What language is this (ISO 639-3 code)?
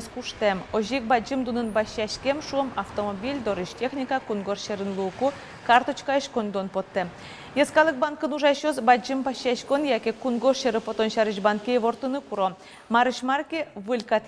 udm